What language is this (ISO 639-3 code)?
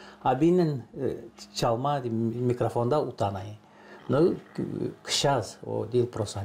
gag